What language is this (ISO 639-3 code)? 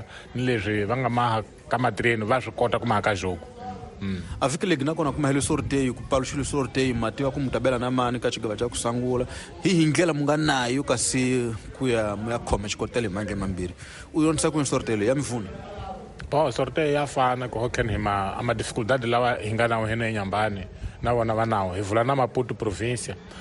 tso